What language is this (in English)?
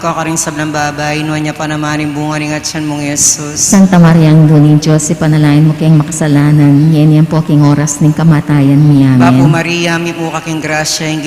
Pampanga